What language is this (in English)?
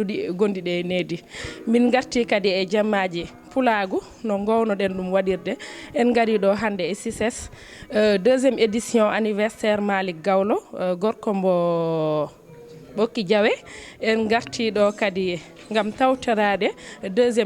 Fula